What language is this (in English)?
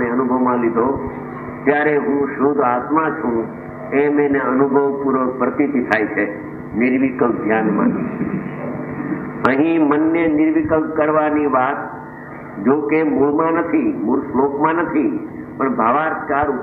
Gujarati